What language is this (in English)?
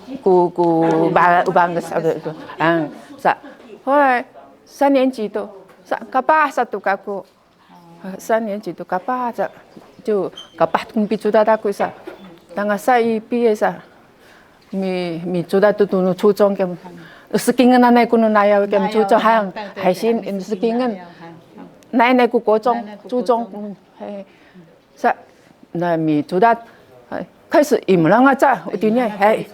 Sakizaya